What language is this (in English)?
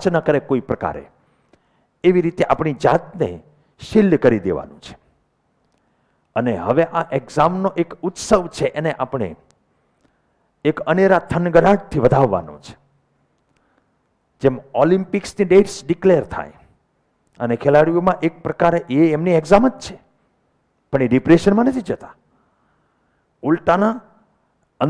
Gujarati